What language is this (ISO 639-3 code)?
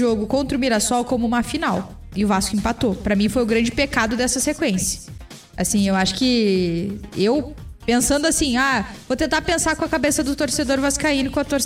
por